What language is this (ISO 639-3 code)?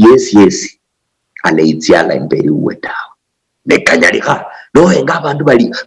luy